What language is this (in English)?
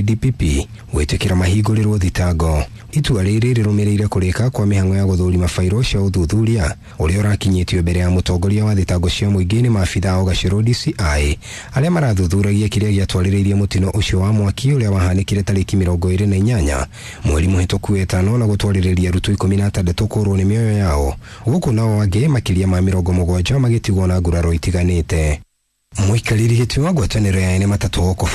Kikuyu